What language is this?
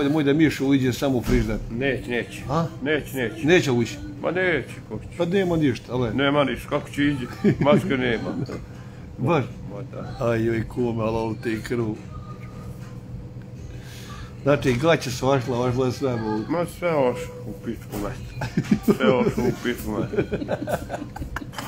Croatian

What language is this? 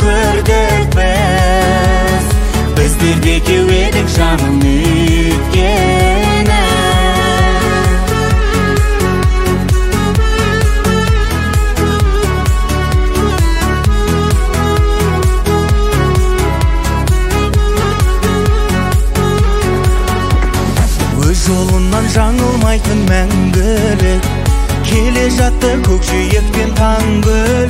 Kazakh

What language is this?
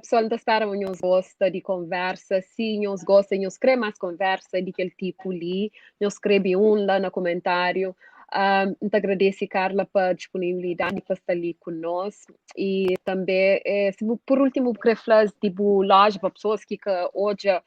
Kabuverdianu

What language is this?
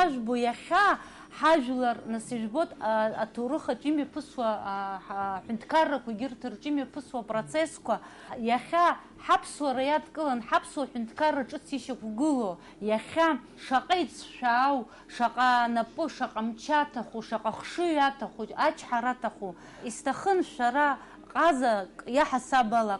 Abkhazian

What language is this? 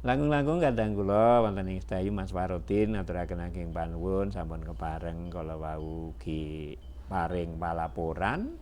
Javanese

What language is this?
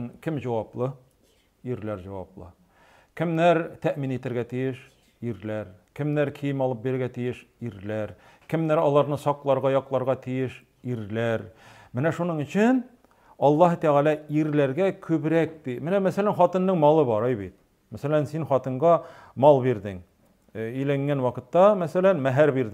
Tatar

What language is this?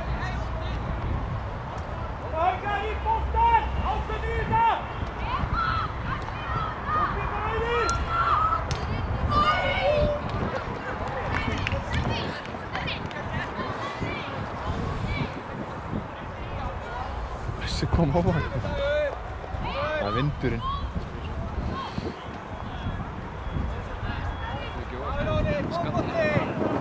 Icelandic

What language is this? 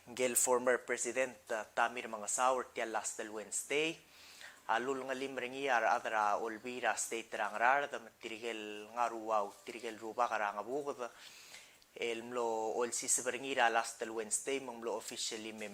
Palauan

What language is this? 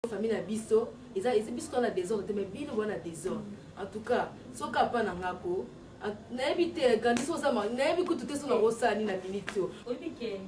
Lingala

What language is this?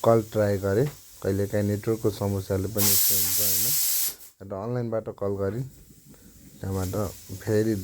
Nepali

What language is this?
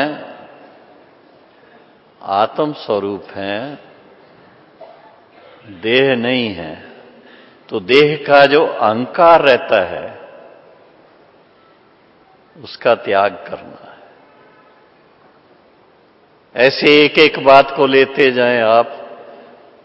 Hindi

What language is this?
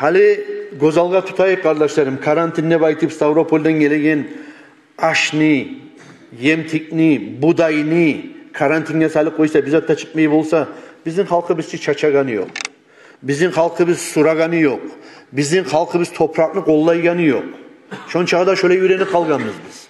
Kumyk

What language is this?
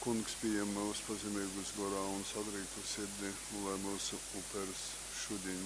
Latgalian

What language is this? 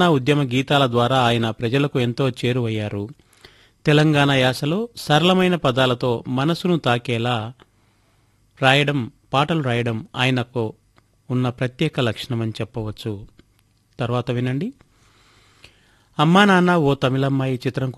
Telugu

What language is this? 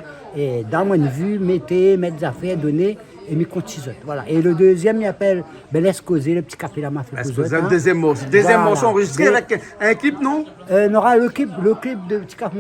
Réunion Creole French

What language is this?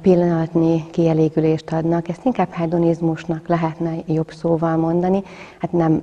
Hungarian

